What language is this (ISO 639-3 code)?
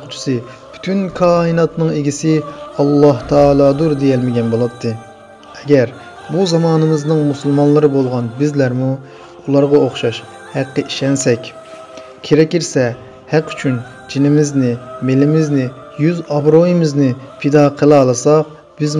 uig